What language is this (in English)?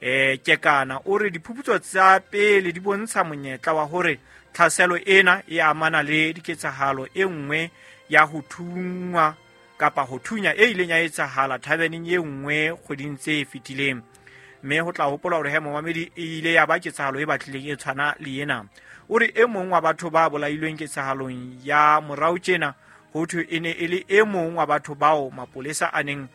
Southern Sotho